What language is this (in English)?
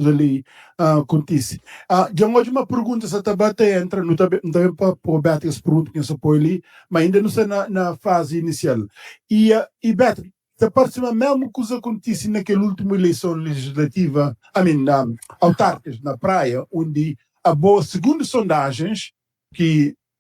Kabuverdianu